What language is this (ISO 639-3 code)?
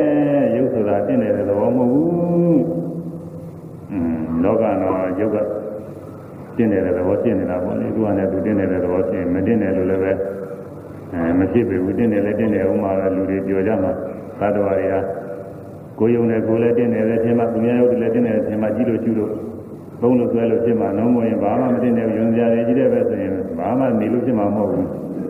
mya